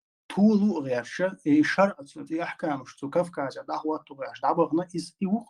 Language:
Chechen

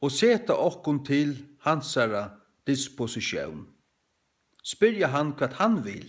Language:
Faroese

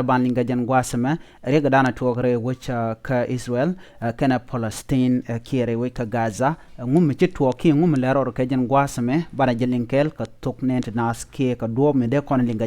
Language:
Nuer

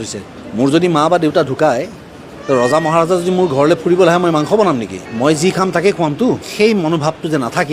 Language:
Assamese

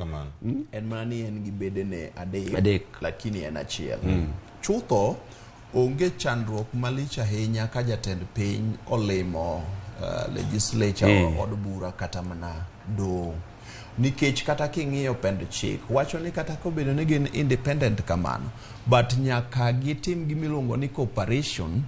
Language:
Luo (Kenya and Tanzania)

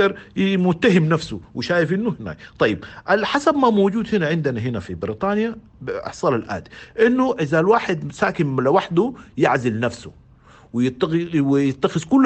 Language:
Sudanese Arabic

